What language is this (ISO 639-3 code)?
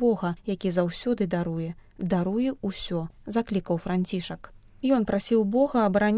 bel